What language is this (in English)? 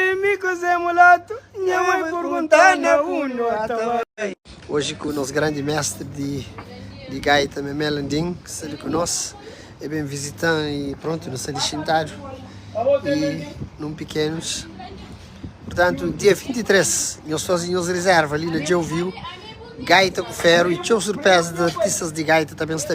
Kabuverdianu